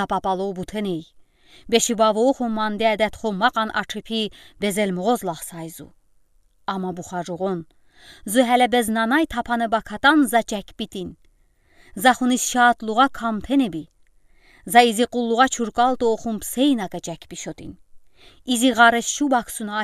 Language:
Udi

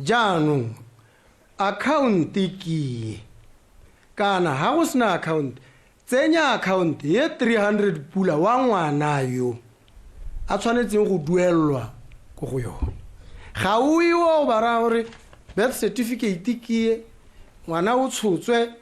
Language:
Tswana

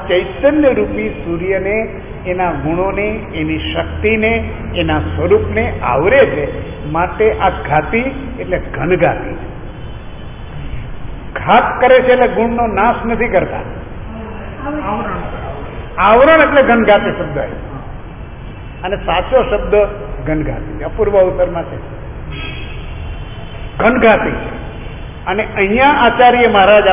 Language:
Gujarati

